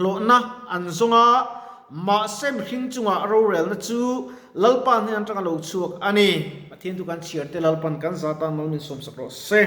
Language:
Mizo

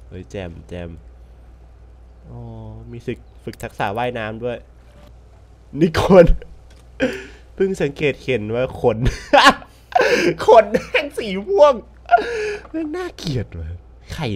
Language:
Thai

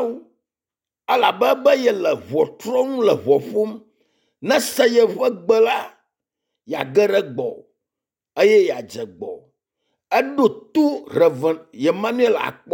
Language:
Ewe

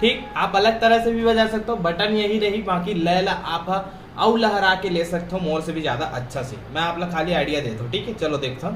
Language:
Chhattisgarhi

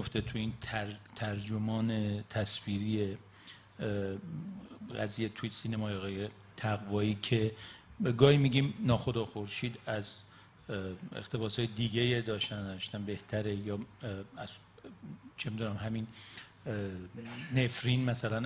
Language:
Persian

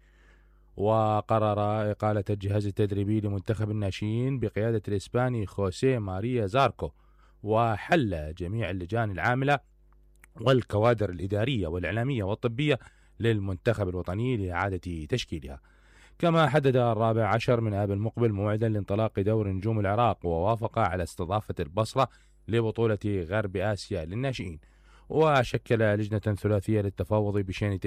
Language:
Mesopotamian Arabic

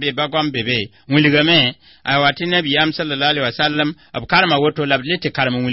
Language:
Mossi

